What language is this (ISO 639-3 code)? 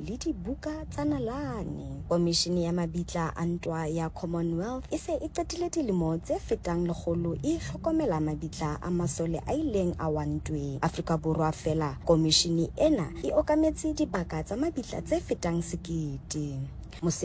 sot